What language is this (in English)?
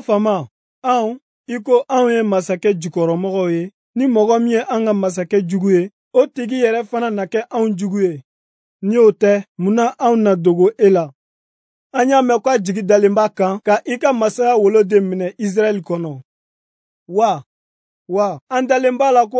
Bambara